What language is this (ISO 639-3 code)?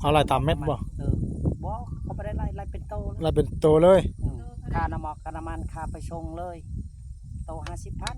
tts